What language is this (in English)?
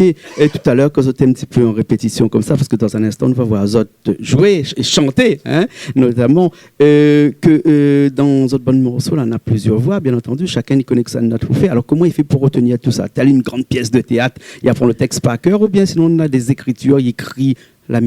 Réunion Creole French